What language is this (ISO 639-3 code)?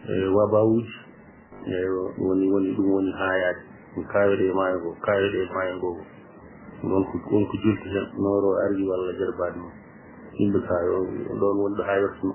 ful